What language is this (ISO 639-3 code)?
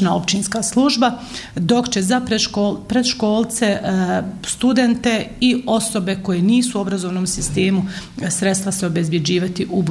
bos